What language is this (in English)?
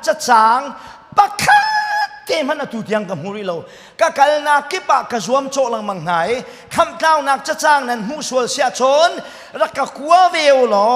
Hakha Chin